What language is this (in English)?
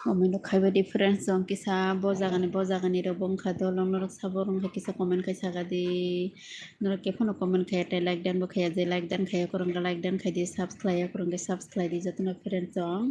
Kok Borok